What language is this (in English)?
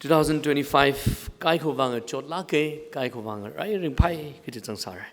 Tangkhul Naga (India)